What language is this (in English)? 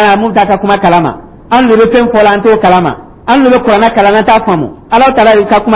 Dyula